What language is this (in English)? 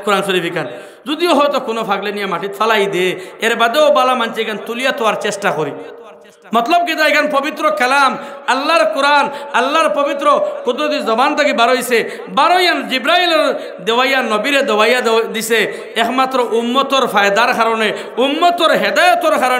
Sylheti